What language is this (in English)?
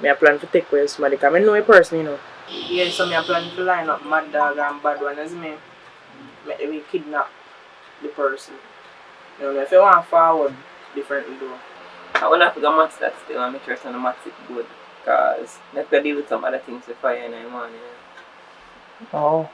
Jamaican Creole English